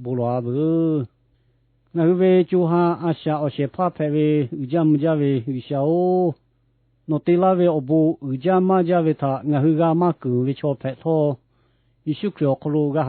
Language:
Lahu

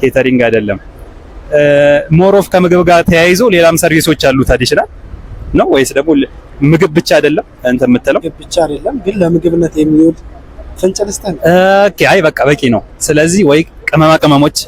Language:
Amharic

